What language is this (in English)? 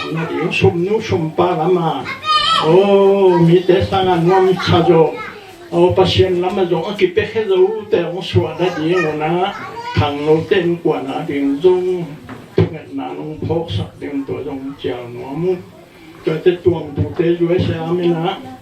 Tedim Chin